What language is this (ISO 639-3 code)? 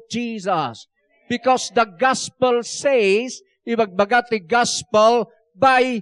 ilo